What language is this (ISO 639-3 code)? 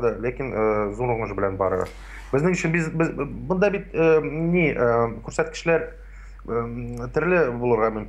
tat